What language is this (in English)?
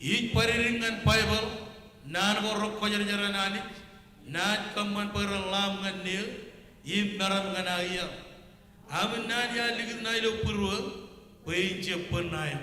Marshallese